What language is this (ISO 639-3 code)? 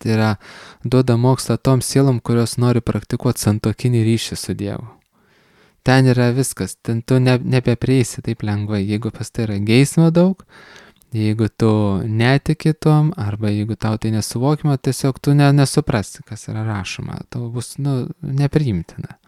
lit